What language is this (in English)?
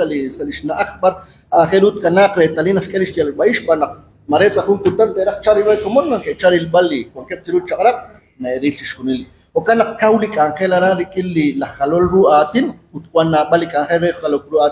Kekchí